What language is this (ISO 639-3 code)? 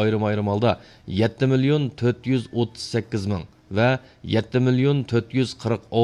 uig